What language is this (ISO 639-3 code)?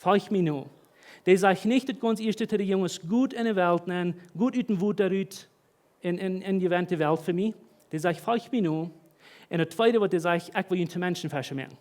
pdt